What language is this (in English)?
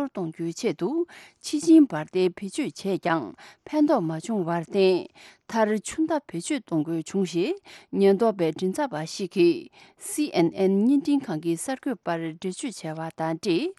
Tibetan